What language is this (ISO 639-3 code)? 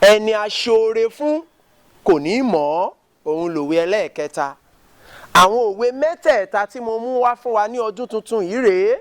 yor